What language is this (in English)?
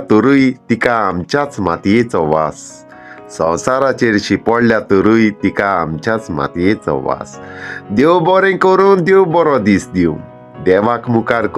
Konkani